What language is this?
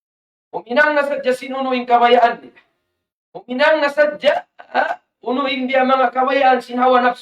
Tausug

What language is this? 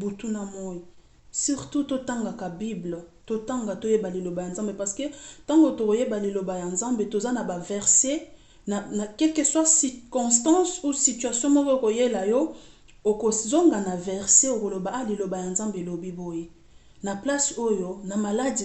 Lingala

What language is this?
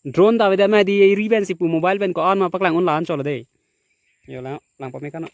Karbi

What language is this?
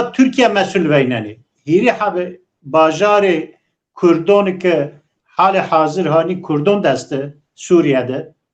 Zaza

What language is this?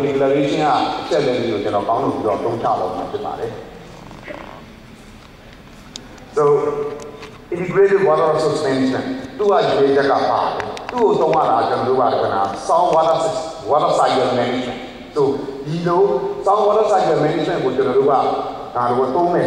Burmese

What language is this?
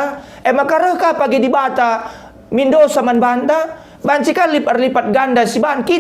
Batak Karo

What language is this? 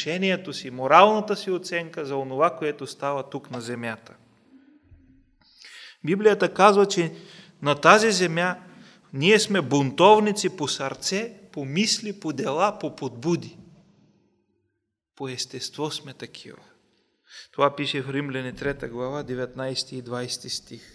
Bulgarian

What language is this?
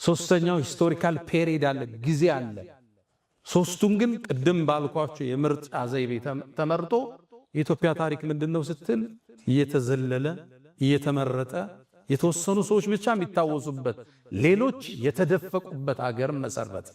Amharic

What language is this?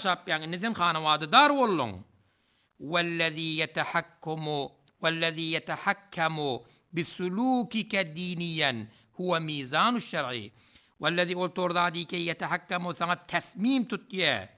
Turkmen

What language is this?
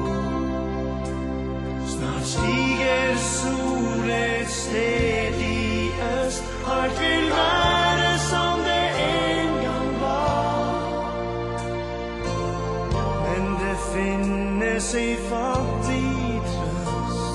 Norwegian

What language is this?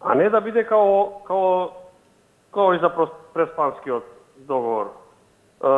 Macedonian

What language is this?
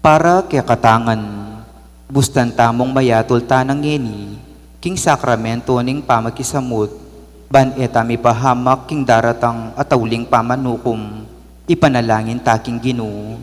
Pampanga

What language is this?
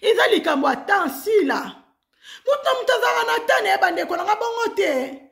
Lingala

